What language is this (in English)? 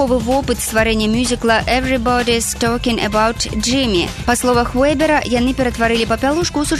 Belarusian